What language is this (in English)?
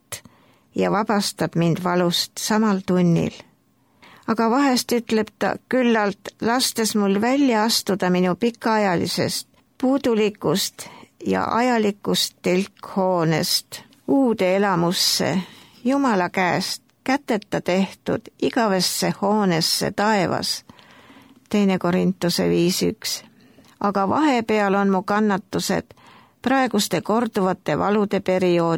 Estonian